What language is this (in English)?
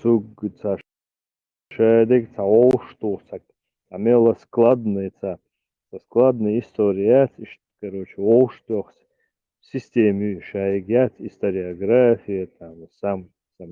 Chechen